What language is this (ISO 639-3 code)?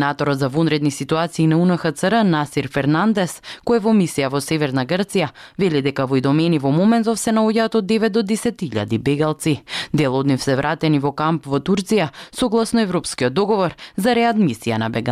mkd